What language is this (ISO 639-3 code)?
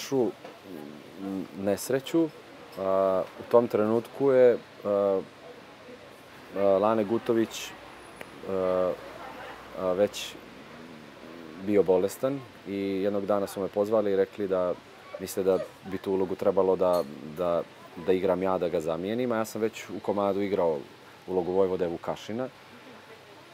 srp